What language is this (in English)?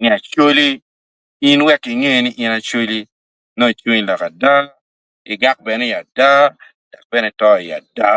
Acoli